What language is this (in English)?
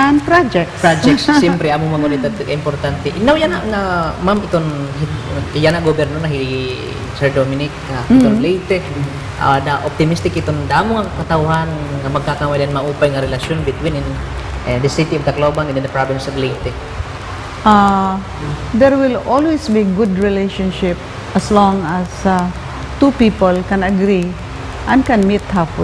Waray